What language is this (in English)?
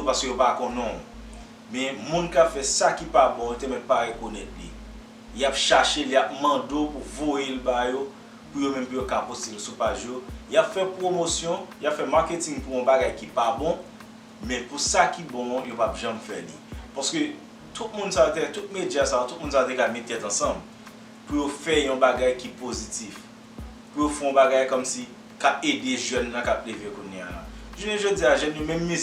Haitian Creole